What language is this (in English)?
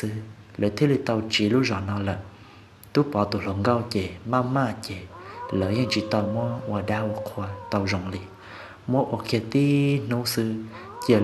Hmong